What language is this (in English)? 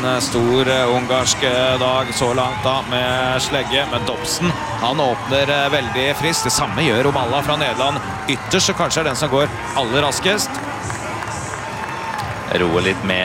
Norwegian